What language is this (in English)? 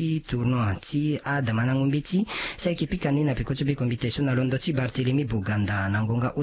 Sango